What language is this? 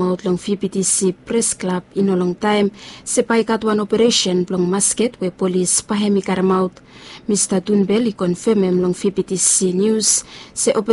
Bislama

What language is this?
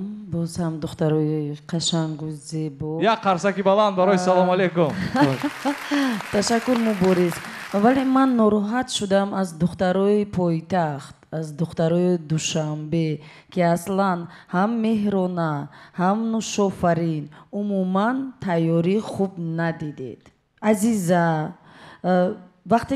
Tajik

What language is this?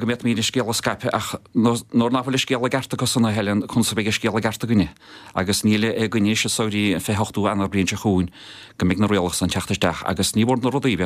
Irish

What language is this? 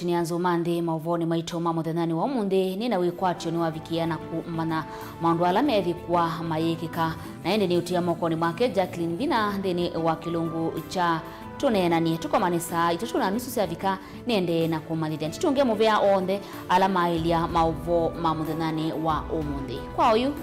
Kamba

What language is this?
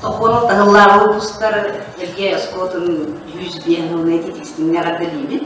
Yakut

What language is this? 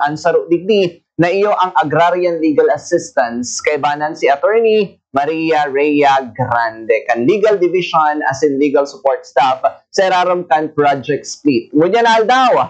Bikol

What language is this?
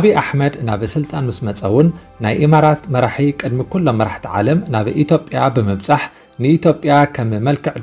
Tigrinya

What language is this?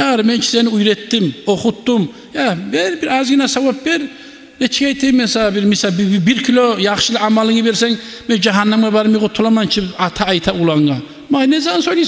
Kumyk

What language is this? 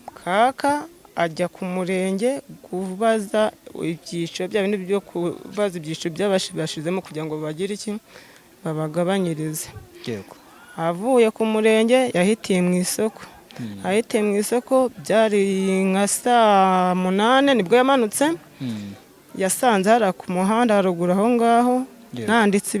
Kinyarwanda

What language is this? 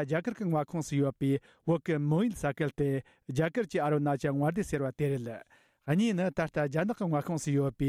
Tibetan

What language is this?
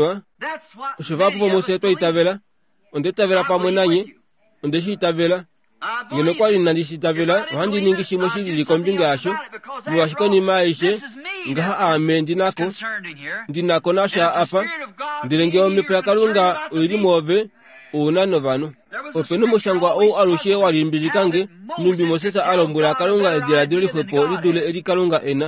Kuanyama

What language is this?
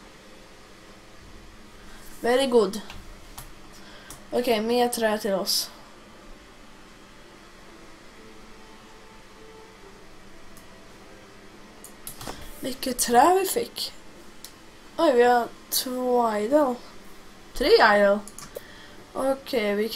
Swedish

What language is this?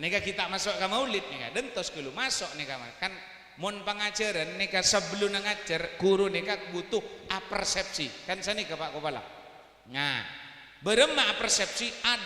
Madurese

